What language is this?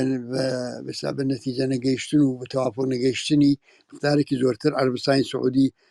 Central Kurdish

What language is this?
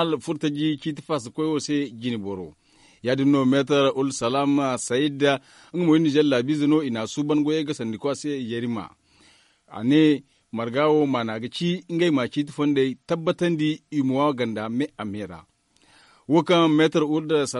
Zarma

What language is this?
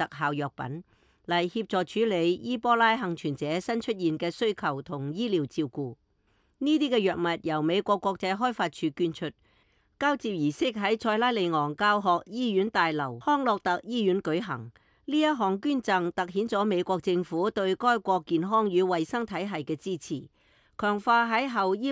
Cantonese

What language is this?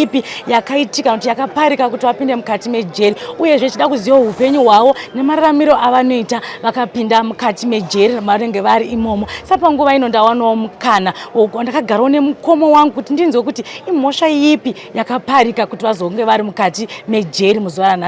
Shona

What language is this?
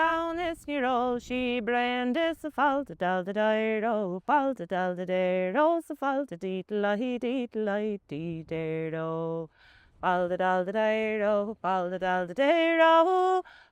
Irish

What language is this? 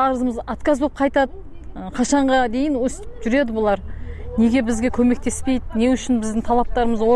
Kyrgyz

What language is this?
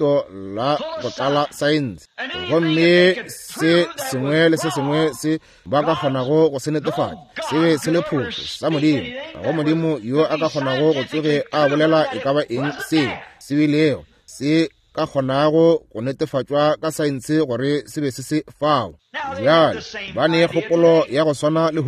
Northern Sotho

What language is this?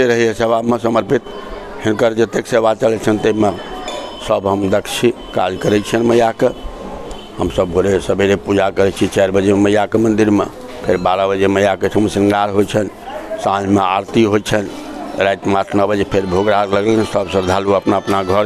Maithili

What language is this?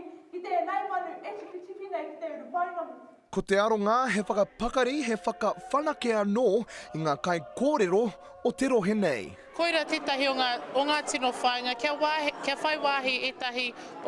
Māori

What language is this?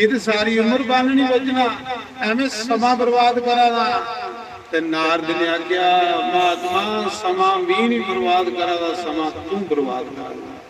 Dogri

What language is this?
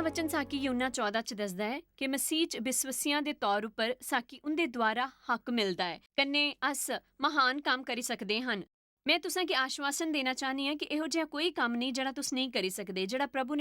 Dogri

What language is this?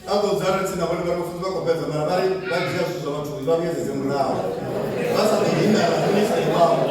Venda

